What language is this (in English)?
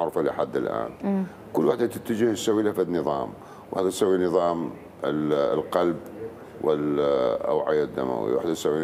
Mesopotamian Arabic